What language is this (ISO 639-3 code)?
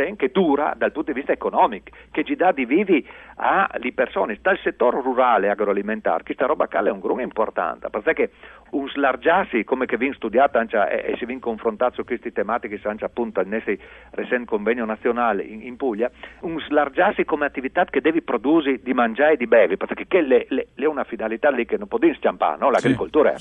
fur